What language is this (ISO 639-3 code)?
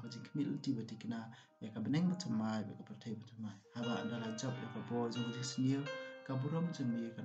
kha